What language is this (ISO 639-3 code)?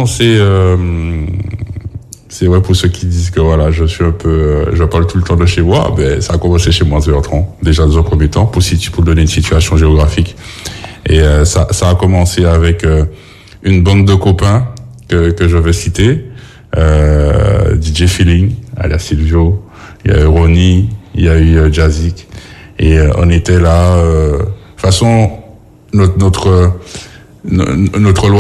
fra